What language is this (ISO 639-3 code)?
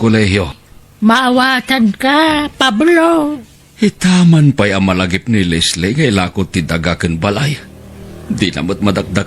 ilo